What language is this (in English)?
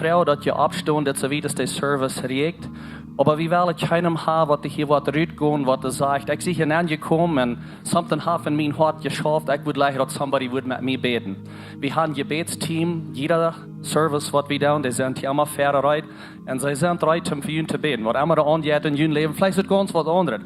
Plautdietsch